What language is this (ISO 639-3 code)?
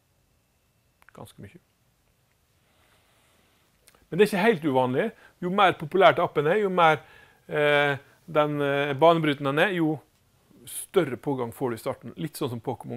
nor